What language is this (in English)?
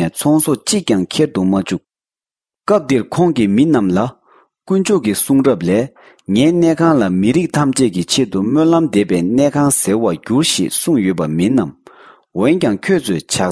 Tibetan